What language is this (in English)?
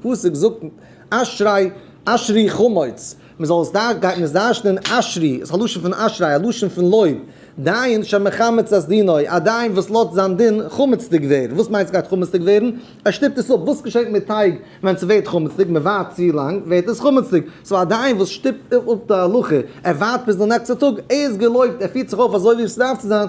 Yiddish